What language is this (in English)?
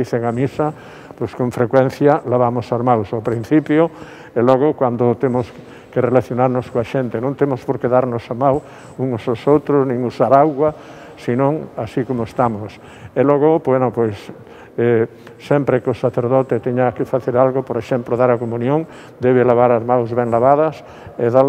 Galician